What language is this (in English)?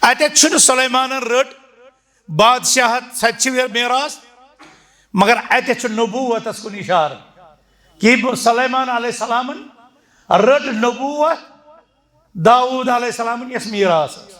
Kashmiri